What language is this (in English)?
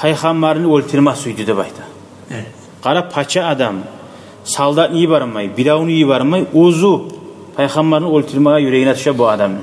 Kumyk